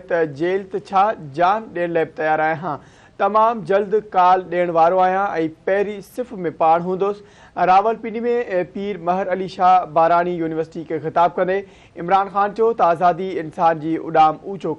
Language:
Sindhi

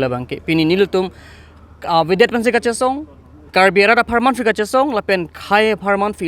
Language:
Karbi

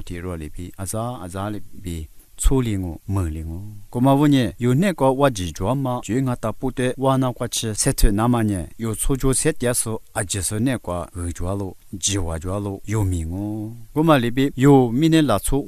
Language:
Lisu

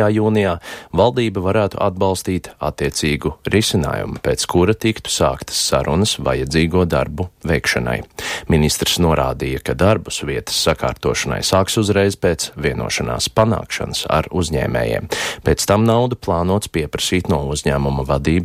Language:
Latvian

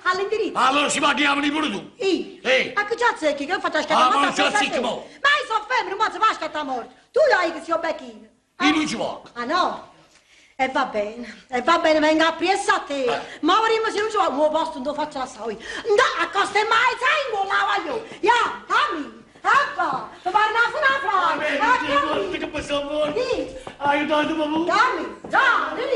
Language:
Neapolitan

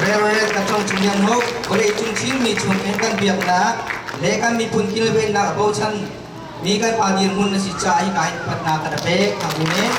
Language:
Hakha Chin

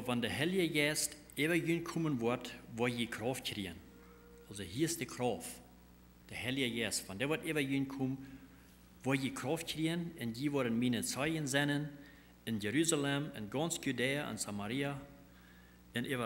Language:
Plautdietsch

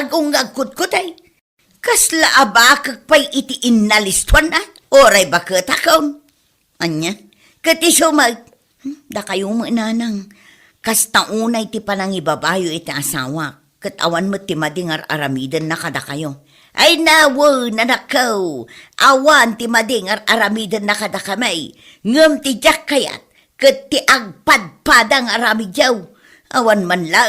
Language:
Iloko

